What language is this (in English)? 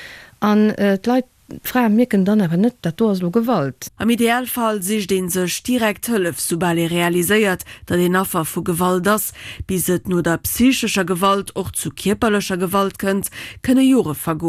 Luxembourgish